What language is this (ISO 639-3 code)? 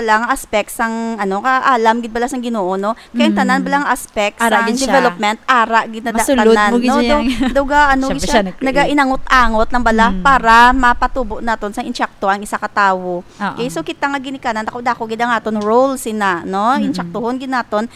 hil